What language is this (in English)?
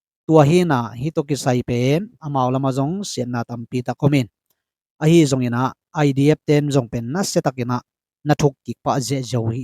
Tedim Chin